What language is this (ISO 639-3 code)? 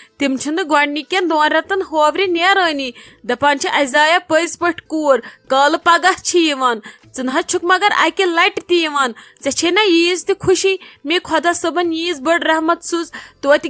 kas